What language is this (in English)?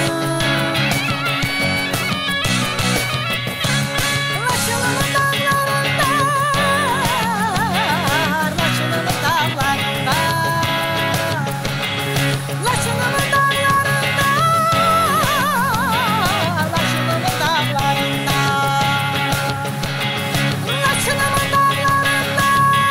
Azerbaijani